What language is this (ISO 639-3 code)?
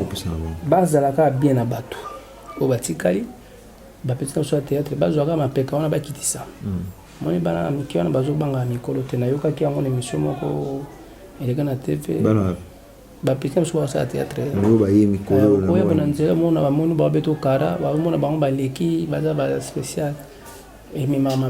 lin